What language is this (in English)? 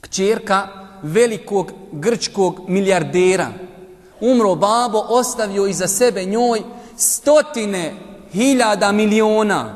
Bosnian